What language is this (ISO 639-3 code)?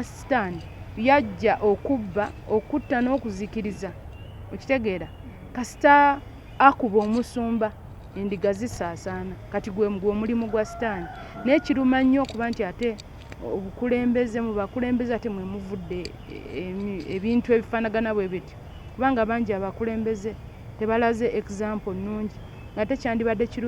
lug